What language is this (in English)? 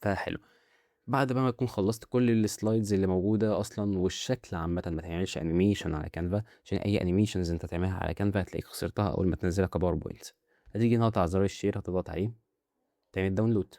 Egyptian Arabic